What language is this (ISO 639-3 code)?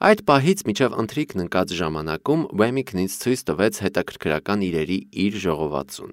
hye